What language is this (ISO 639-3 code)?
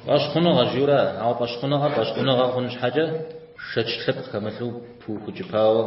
kbd